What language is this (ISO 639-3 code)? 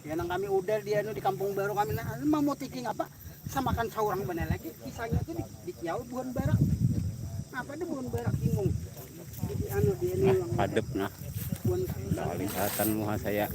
bjn